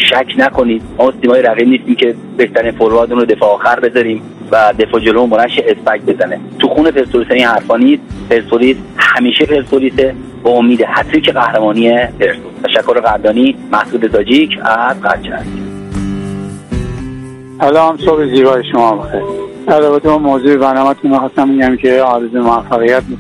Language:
Persian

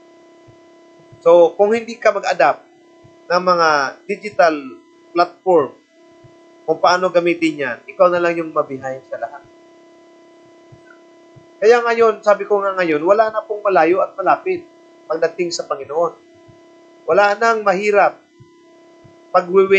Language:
Filipino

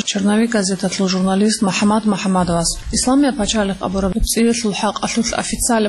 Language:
Avaric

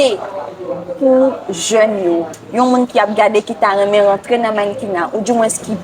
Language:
Haitian Creole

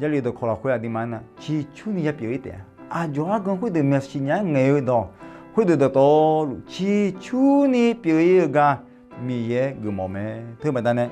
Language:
Akha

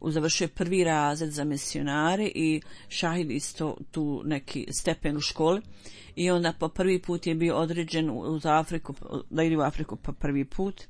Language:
Bosnian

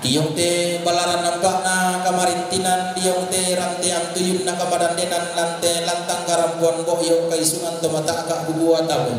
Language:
Toraja-Sa'dan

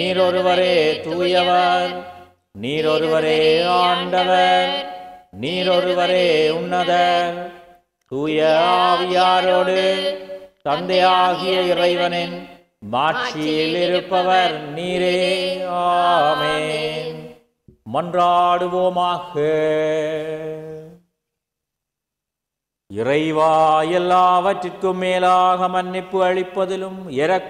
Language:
Tamil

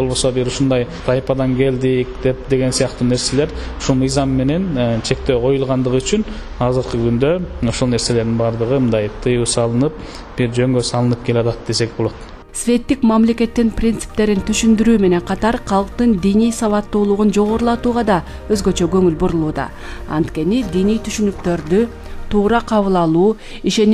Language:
Kyrgyz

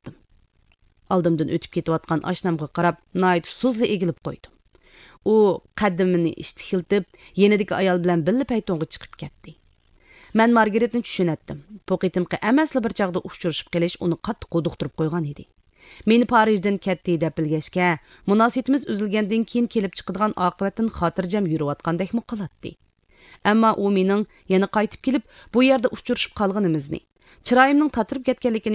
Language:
Uyghur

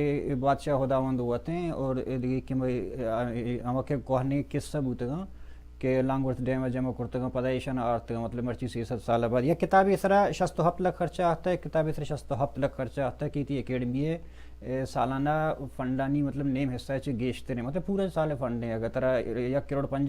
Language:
Baluchi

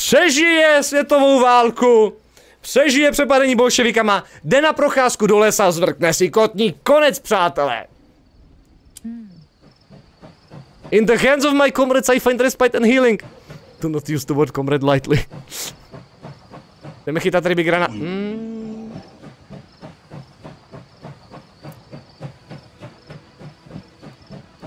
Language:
Czech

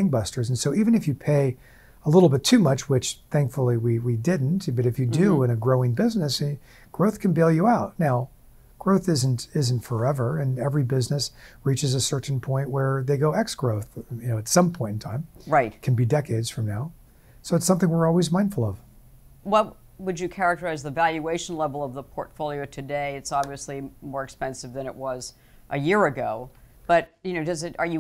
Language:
English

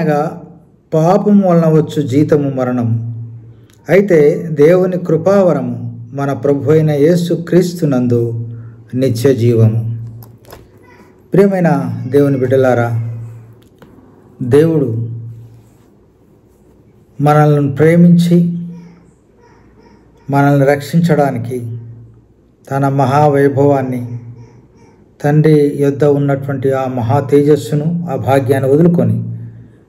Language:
Telugu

